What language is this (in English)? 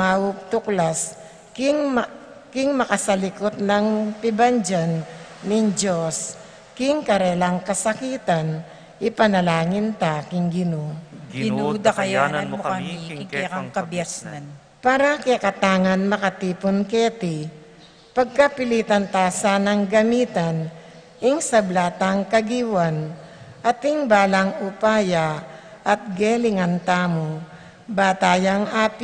Pampanga